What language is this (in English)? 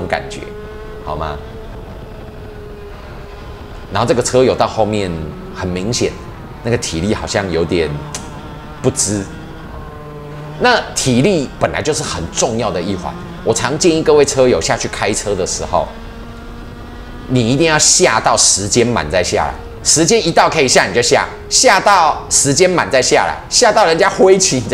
Chinese